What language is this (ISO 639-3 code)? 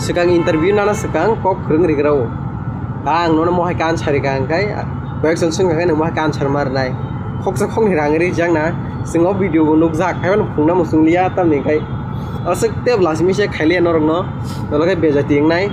trp